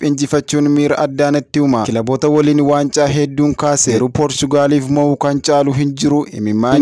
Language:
Oromo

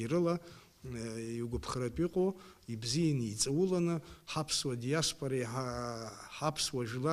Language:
Abkhazian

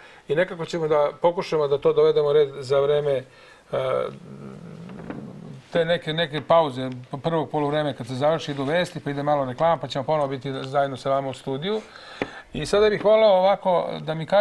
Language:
Serbian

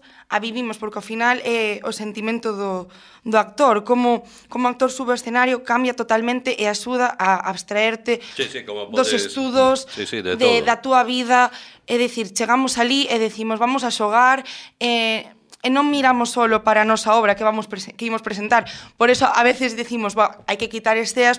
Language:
Galician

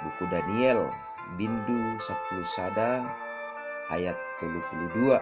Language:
Batak Simalungun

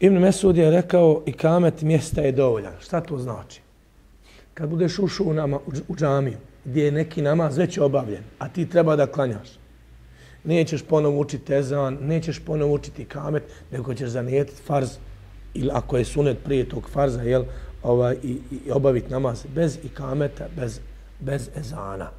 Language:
Bosnian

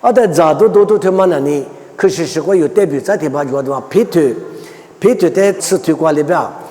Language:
Lisu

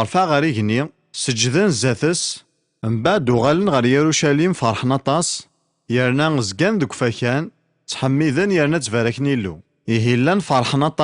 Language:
Kabyle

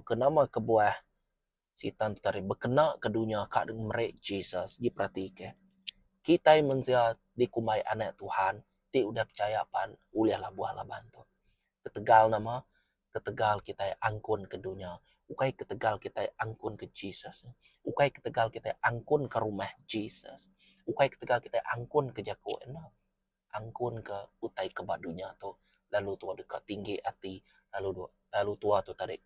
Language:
Iban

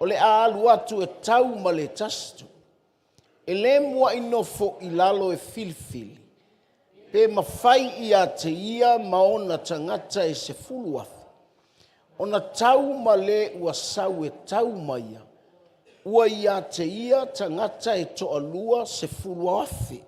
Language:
Samoan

